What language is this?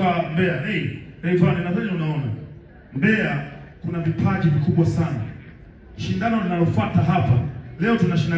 Swahili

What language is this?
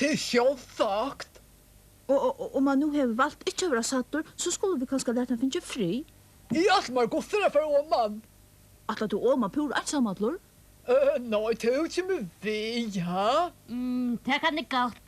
Faroese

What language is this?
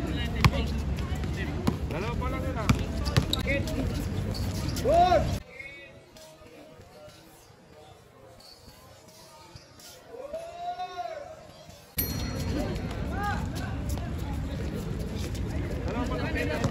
Filipino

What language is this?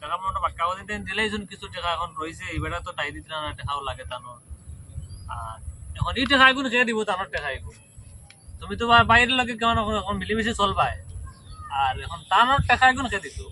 Sylheti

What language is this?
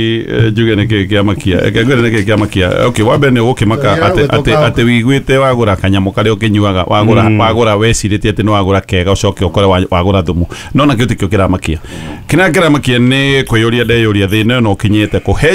Kikuyu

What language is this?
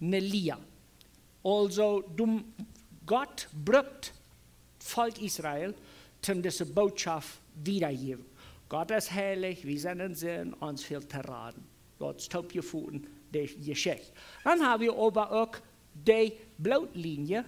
Plautdietsch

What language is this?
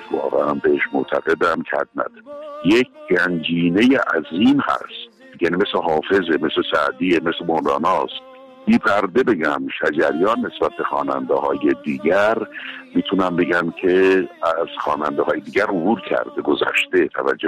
Persian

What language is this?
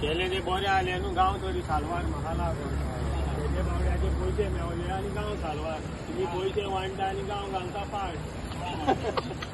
Konkani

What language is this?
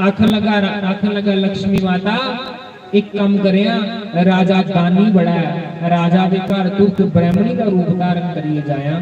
Dogri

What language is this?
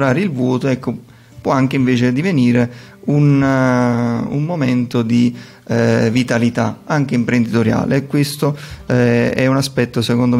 Italian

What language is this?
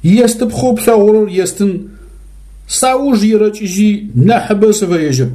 Adyghe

